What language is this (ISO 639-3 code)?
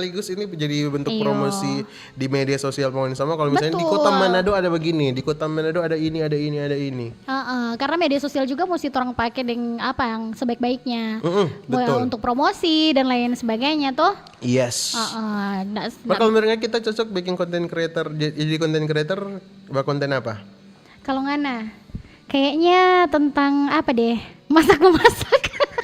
xmm